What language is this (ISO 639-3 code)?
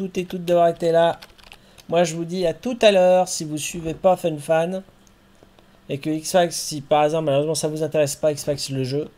fra